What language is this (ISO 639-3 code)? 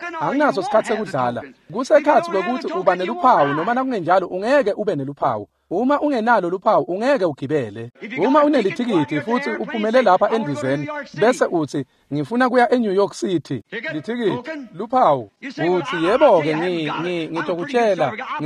ssw